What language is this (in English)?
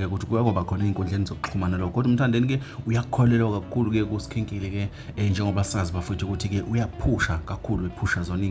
Zulu